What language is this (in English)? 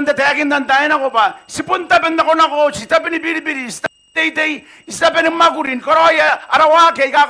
Gilbertese